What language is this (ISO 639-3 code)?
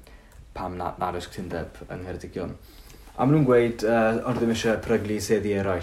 cym